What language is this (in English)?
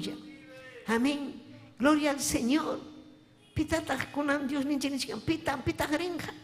Ayacucho Quechua